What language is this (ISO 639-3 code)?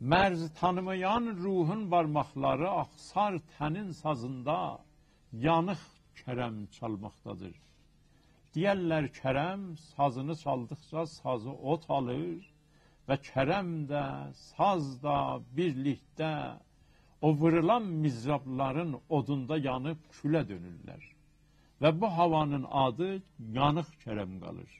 azb